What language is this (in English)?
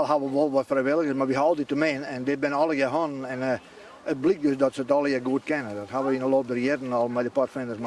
Western Frisian